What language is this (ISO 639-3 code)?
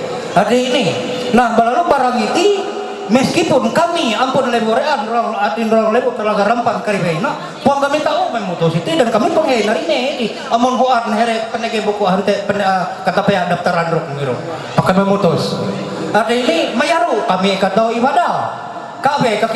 mhy